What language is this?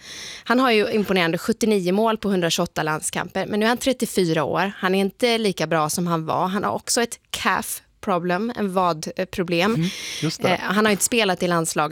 Swedish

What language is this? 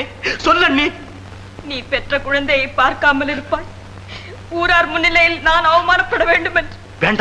Tamil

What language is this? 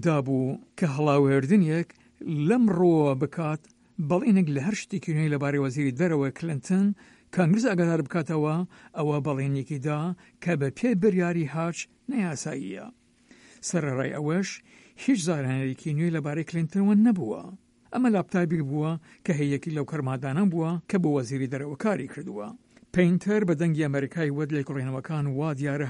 Central Kurdish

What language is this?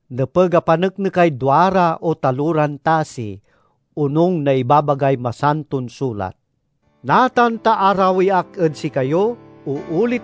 Pangasinan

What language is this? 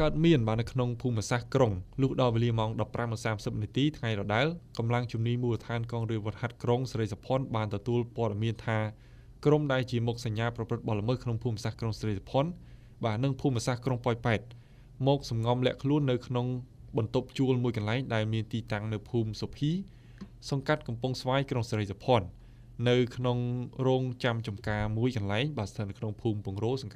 Khmer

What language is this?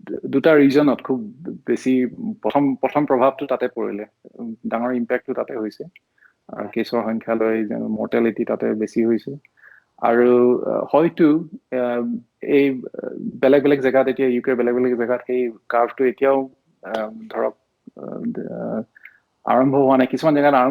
Assamese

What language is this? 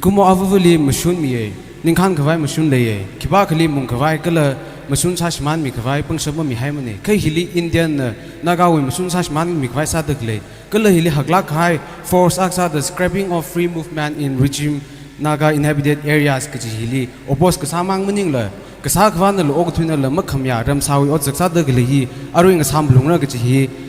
Tangkhul Naga (India)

